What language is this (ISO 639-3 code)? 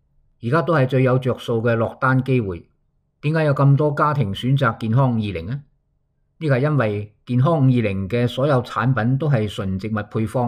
yue